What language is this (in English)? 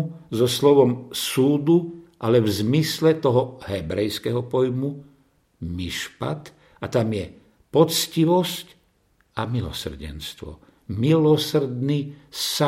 Slovak